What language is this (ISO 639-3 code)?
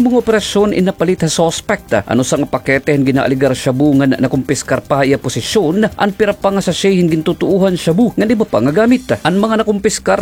war